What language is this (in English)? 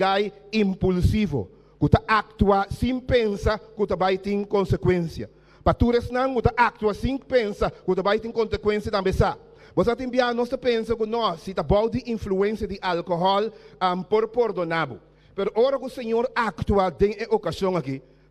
Papiamento